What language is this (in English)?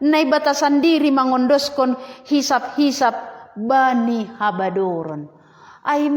Batak Simalungun